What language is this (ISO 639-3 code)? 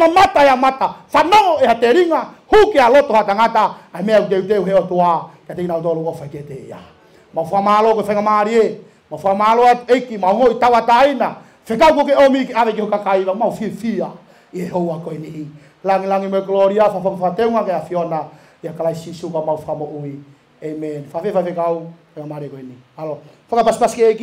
ton